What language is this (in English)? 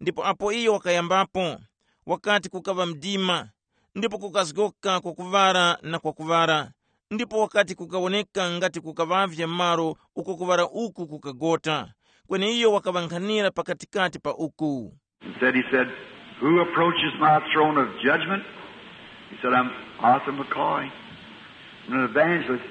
Tumbuka